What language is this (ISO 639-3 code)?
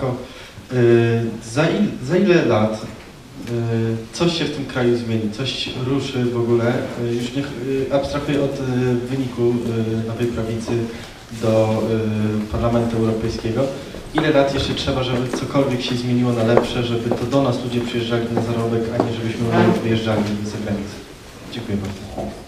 pol